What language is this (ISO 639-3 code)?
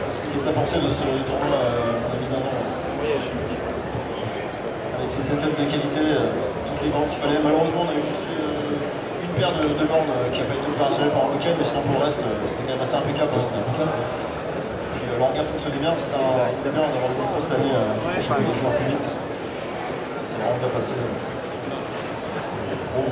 fra